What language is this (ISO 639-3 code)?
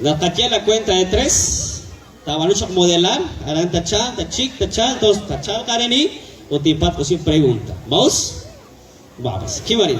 kek